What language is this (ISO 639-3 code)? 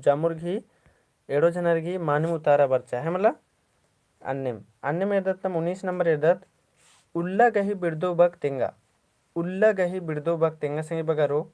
kru